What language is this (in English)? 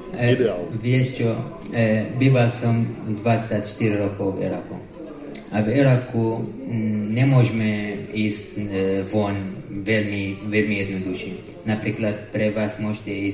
Slovak